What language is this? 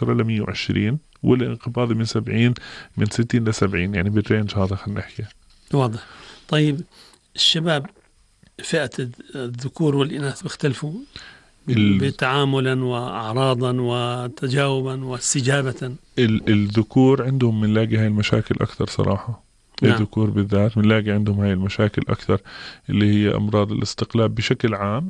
North Levantine Arabic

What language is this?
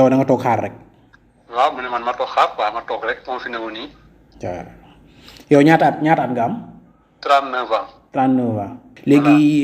Wolof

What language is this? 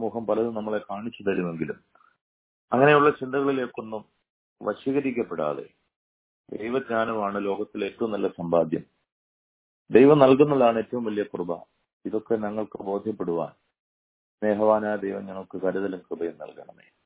Malayalam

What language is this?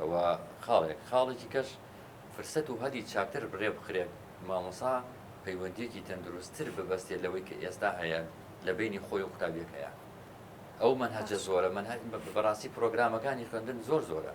Central Kurdish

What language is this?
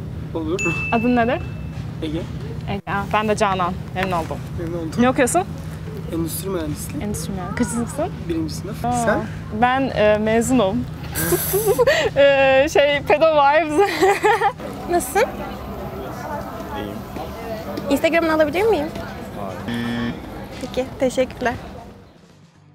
Turkish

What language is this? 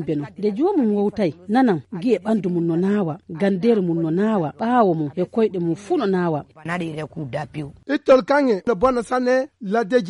Fula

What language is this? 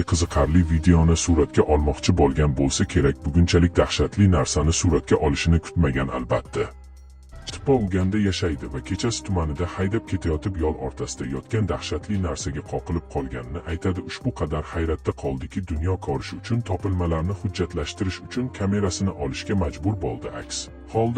Uzbek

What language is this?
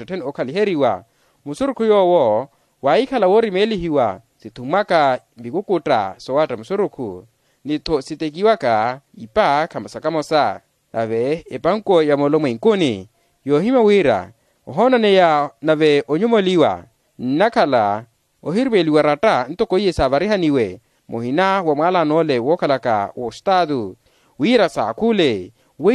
Makhuwa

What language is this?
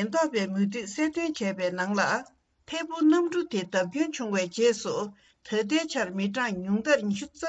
Tibetan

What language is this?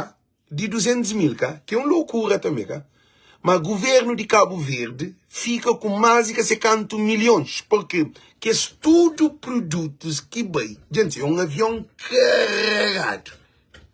Kabuverdianu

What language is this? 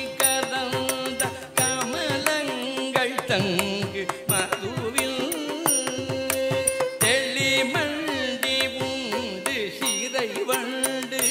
Tamil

